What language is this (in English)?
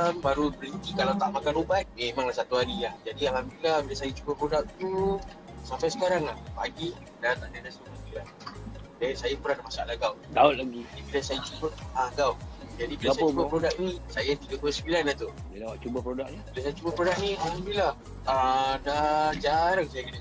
Malay